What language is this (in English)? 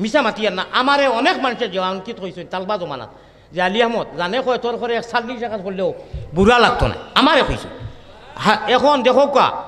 Sylheti